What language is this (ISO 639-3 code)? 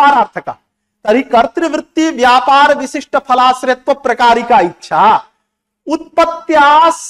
san